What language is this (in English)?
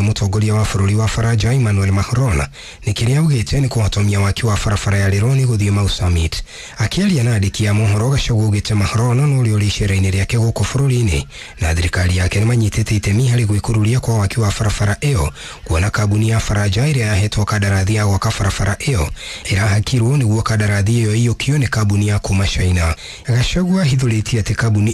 Kikuyu